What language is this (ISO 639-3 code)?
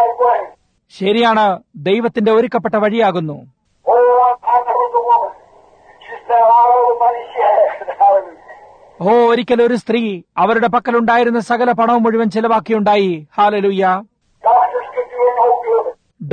mal